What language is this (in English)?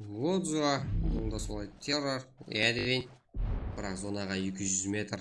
Kara-Kalpak